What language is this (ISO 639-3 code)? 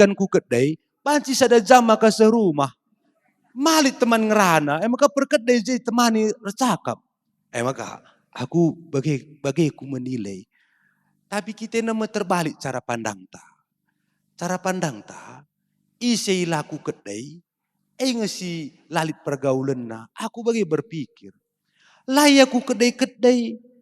btx